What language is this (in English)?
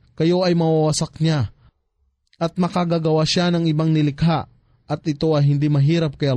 Filipino